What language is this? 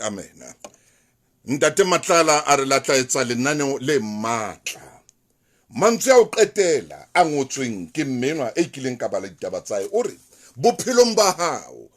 Southern Sotho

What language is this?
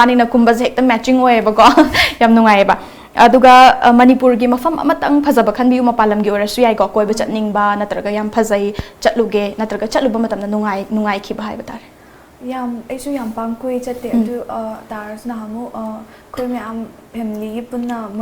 Manipuri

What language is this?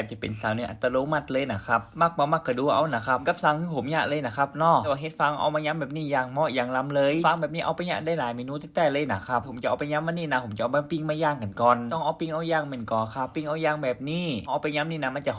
Northern Thai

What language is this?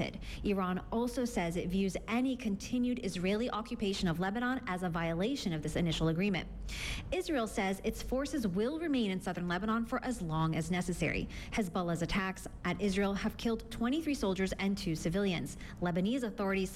English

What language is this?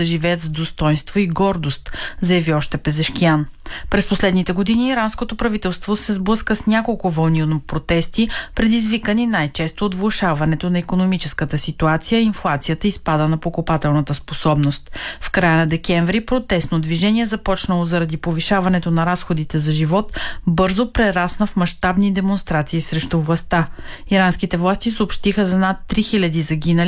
Bulgarian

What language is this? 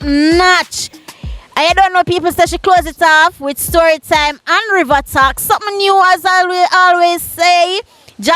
Jamaican Creole English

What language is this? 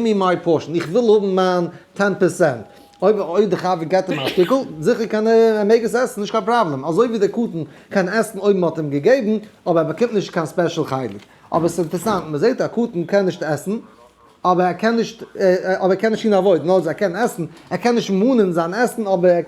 Yiddish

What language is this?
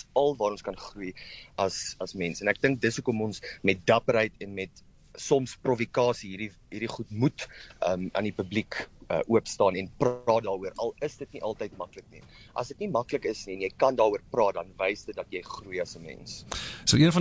Afrikaans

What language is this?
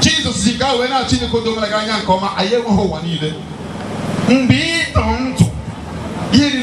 Igbo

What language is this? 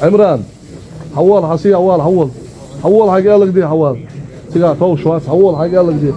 Ingush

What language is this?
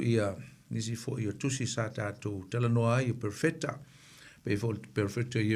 Samoan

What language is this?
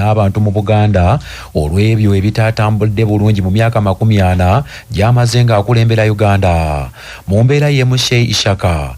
Ganda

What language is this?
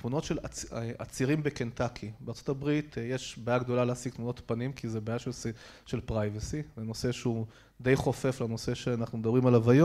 Hebrew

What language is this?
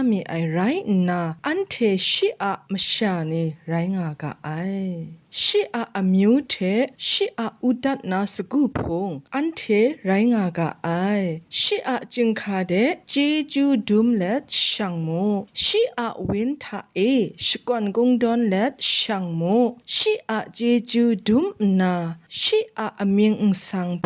Kachin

